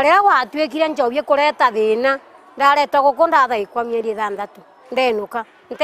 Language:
Meru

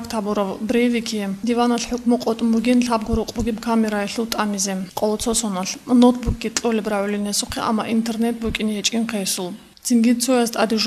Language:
Avaric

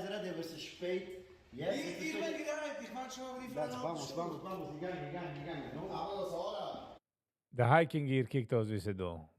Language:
Yiddish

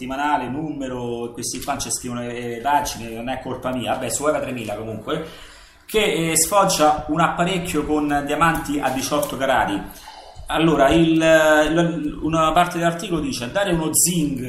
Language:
Italian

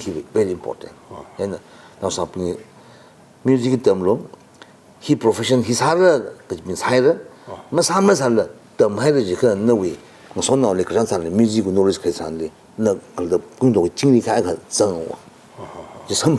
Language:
Tangkhul Naga (India)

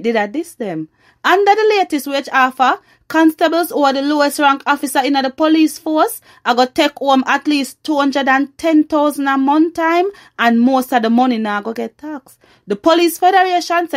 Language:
Jamaican Creole English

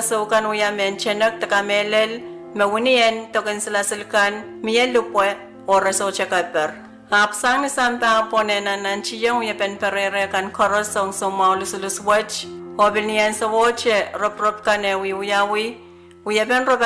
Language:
Pohnpeian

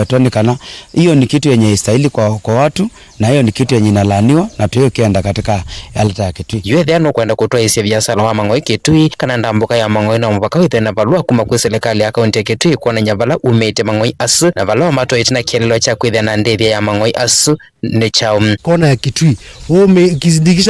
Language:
Kamba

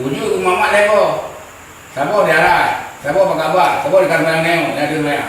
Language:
Achinese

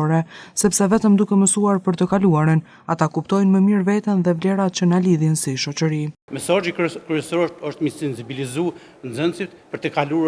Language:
Albanian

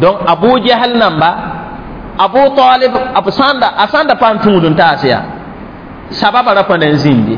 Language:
Mossi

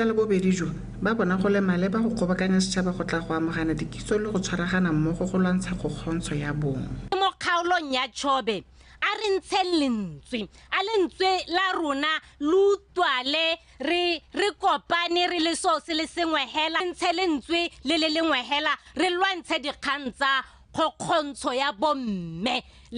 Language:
Tswana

